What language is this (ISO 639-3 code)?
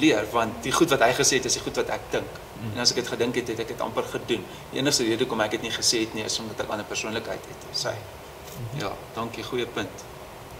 afr